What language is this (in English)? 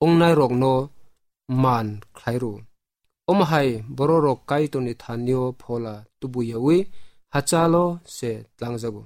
Kok Borok